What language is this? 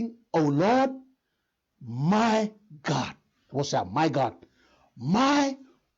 Fijian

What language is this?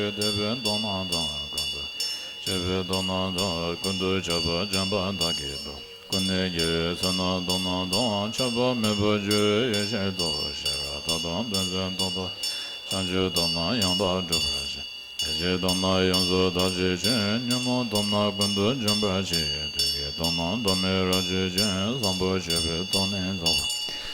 Tibetan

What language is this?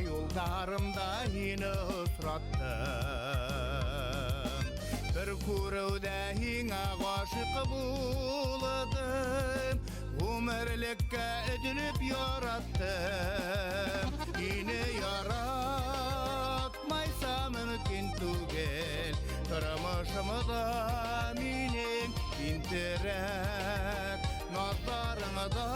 Bashkir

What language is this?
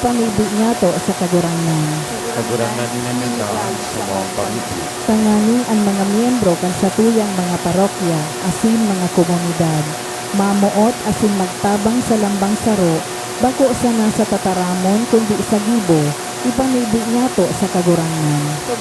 Bikol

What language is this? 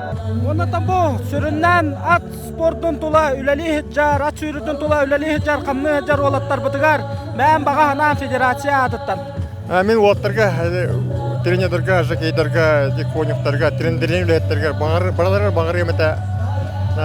Yakut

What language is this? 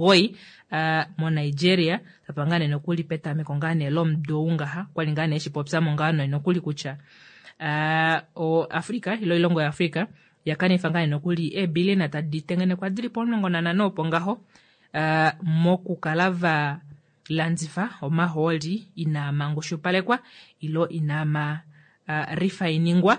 Kuanyama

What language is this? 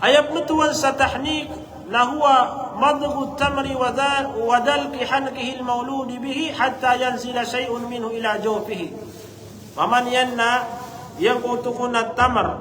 Maranao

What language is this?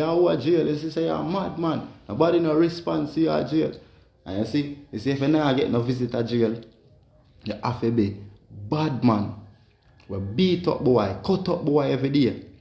Jamaican Creole English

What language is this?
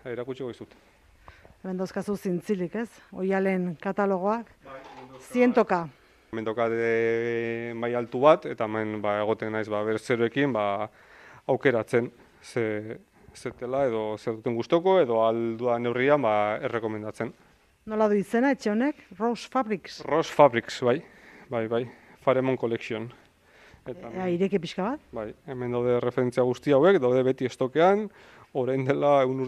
Basque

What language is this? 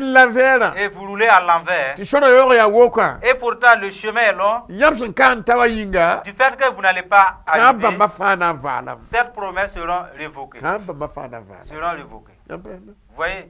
Mossi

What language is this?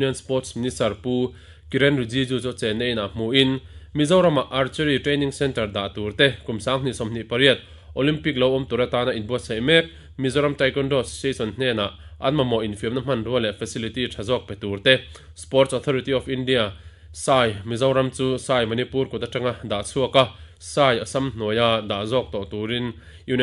Mizo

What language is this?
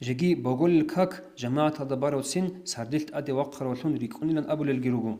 Avaric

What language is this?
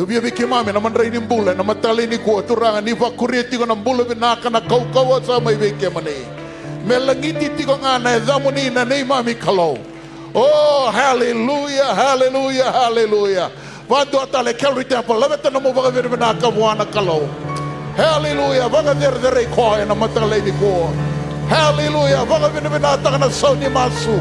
Fijian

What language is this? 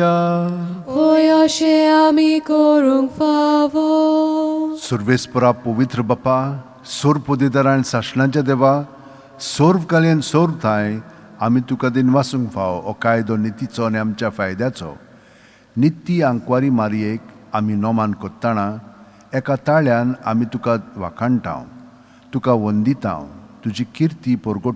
Konkani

